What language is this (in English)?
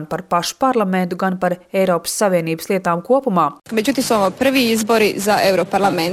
Latvian